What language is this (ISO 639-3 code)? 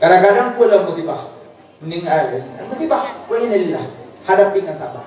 ace